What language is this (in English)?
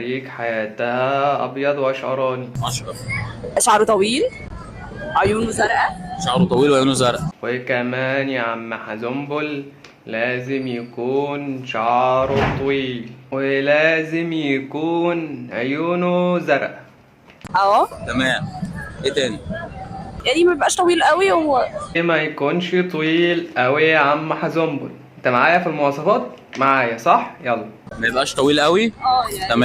Egyptian Arabic